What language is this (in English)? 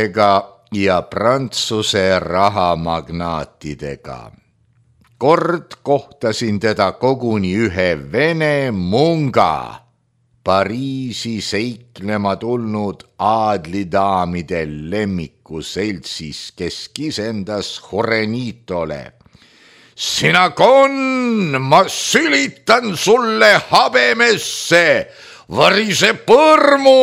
Estonian